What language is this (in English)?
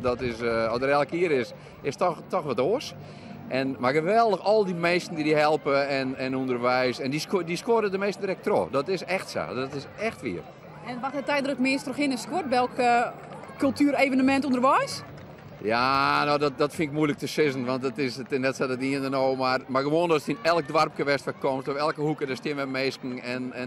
Western Frisian